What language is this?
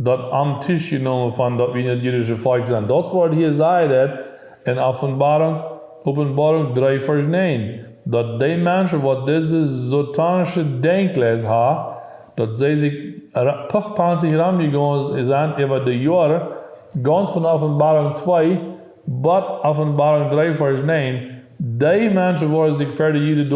Plautdietsch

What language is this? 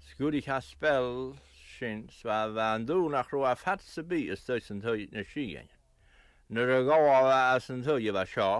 Scottish Gaelic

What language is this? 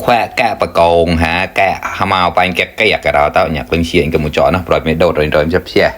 Mon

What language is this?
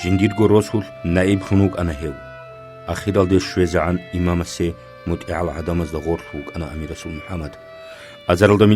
Avaric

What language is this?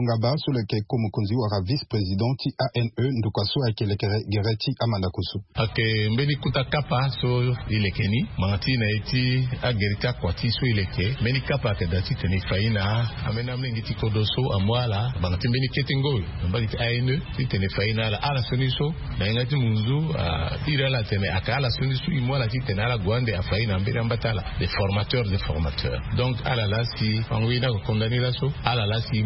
Sango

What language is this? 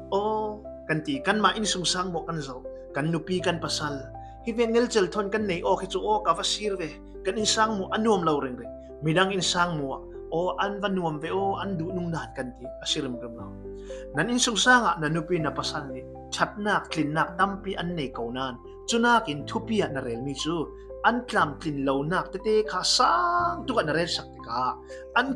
Falam Chin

